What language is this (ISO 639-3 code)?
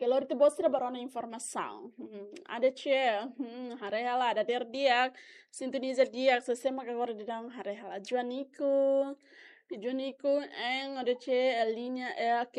tet